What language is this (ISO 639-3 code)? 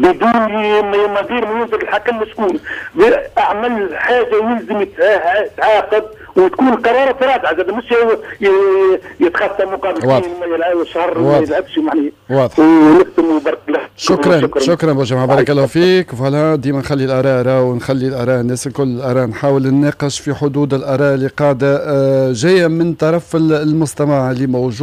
aeb